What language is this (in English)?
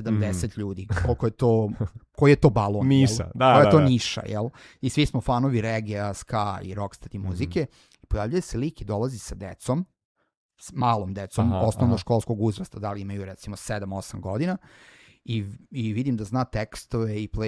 Serbian